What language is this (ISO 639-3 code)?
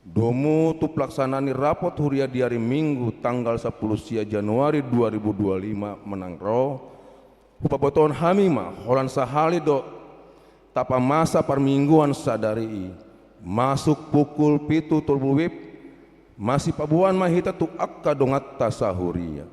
bbc